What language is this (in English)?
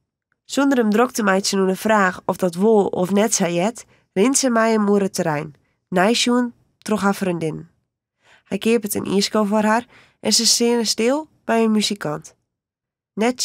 Western Frisian